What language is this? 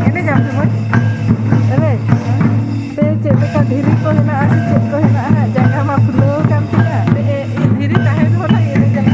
Santali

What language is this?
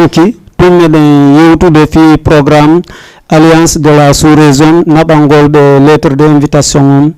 Fula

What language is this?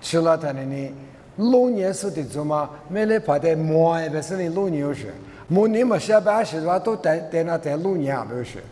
Lisu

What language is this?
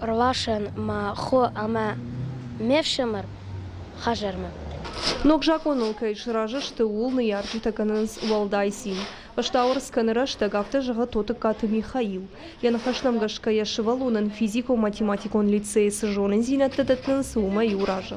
Ossetic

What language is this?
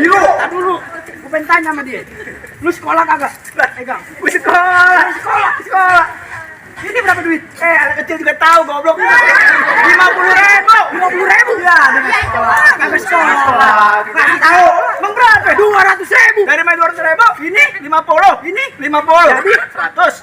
Betawi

